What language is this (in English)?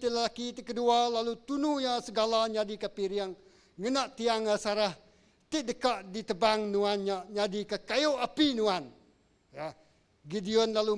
Iban